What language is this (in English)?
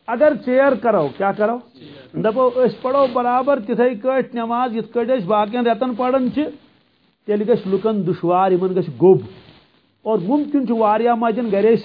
Kashmiri